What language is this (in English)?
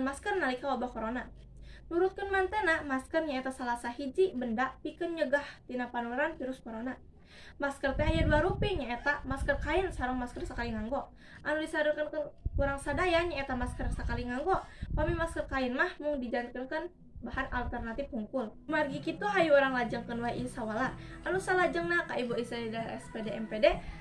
Sundanese